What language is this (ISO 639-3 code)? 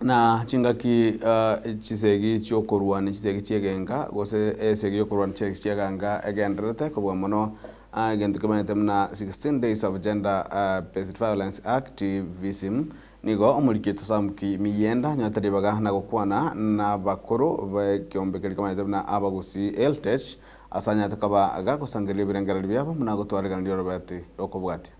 guz